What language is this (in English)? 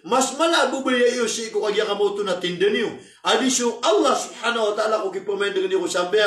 Maranao